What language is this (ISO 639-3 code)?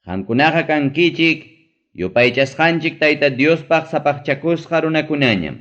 quy